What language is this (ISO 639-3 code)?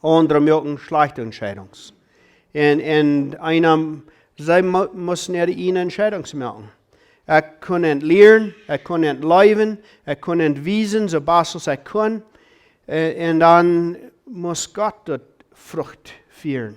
pdt